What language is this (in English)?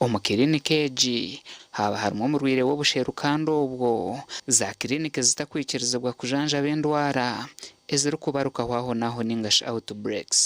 Nyankole